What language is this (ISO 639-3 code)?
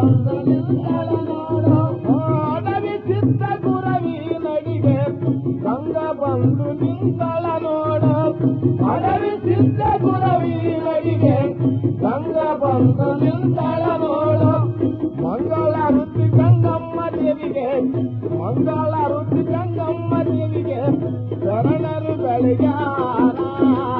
kan